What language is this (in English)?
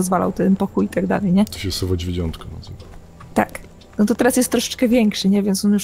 Polish